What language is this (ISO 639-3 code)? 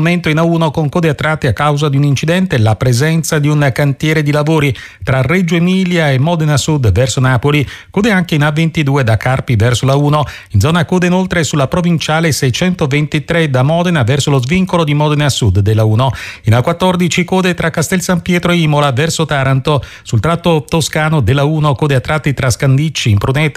ita